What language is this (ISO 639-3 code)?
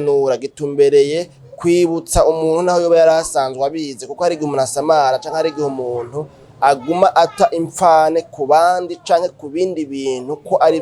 run